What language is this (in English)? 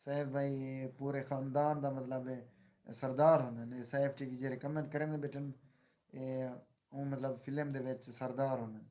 Saraiki